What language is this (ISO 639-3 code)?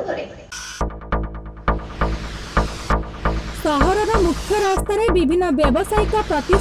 ori